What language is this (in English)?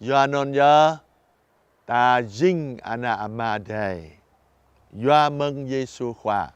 Jarai